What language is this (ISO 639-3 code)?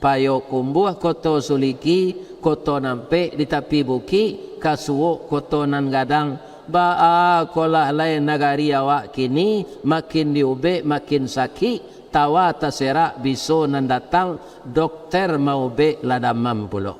min